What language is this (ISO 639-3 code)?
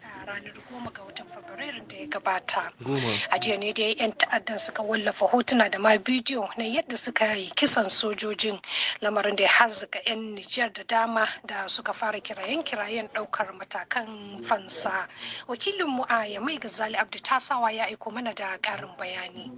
hau